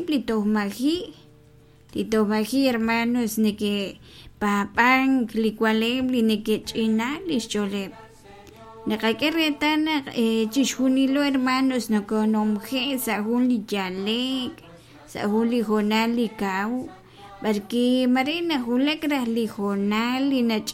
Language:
Kekchí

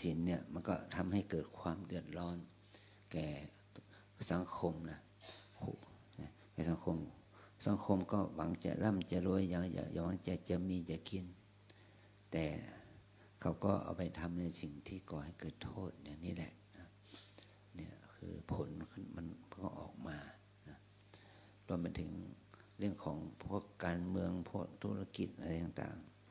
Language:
Thai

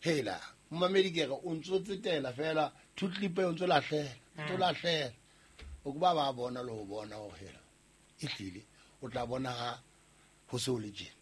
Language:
Southern Sotho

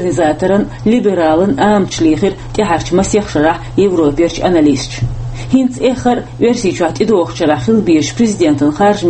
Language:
Chechen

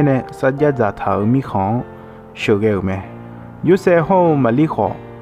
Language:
Akha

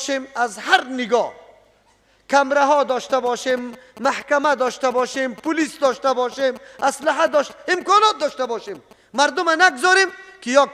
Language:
Persian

